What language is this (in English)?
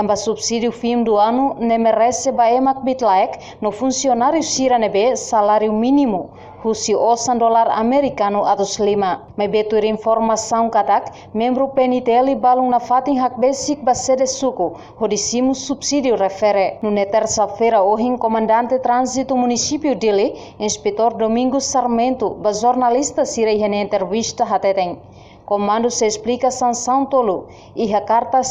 Tetum